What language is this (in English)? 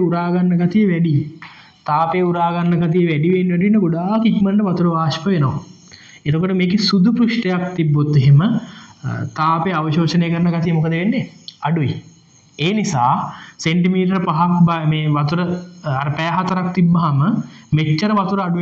Sinhala